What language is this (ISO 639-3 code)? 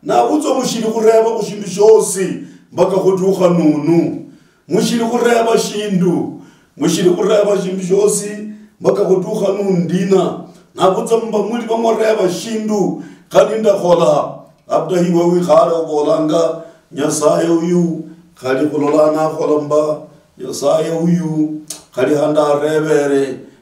luy